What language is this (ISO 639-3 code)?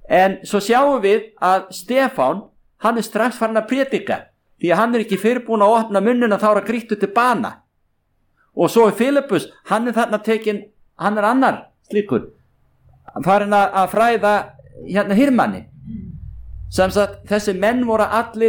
isl